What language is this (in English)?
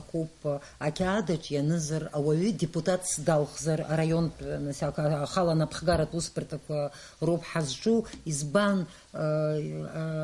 Abkhazian